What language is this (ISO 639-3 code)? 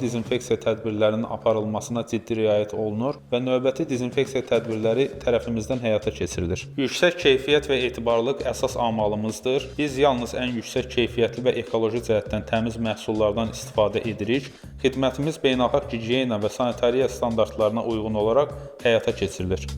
aze